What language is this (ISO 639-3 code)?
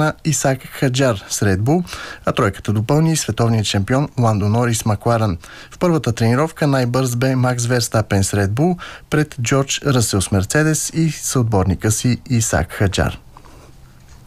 bul